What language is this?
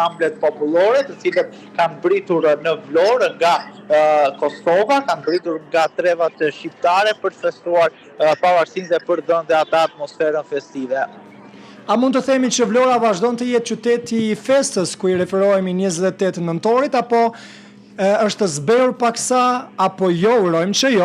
Albanian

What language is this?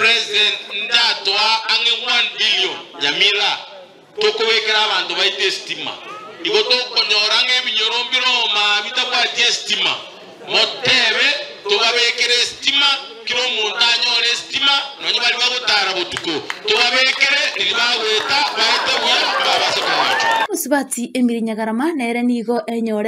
Gusii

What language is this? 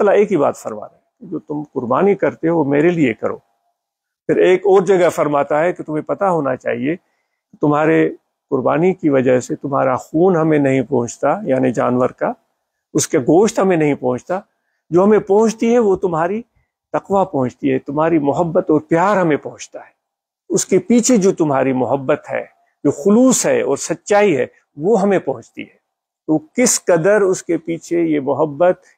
Urdu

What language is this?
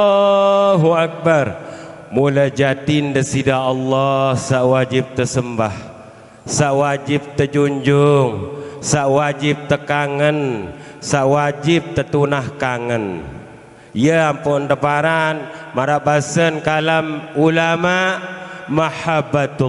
Sasak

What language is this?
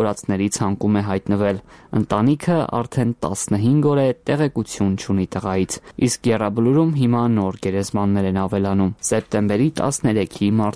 Armenian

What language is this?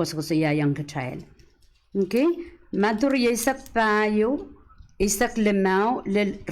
Pohnpeian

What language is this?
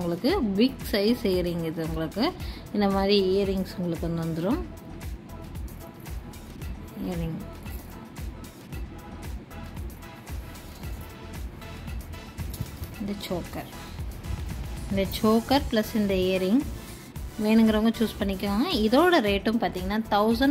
Tamil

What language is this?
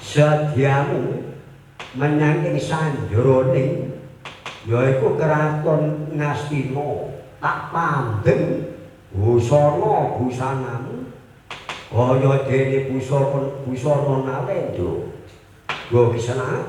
Javanese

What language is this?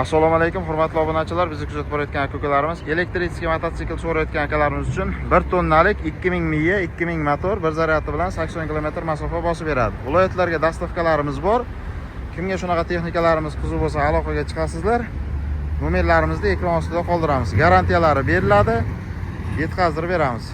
Uzbek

